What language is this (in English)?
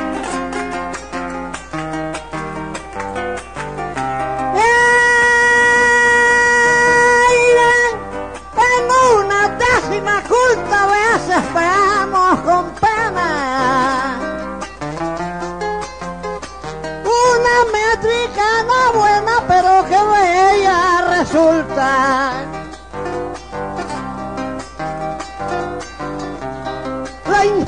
Spanish